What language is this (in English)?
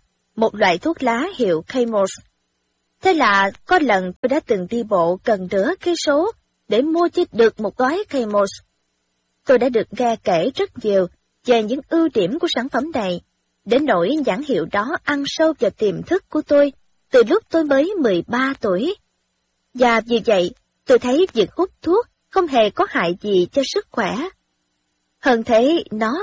Vietnamese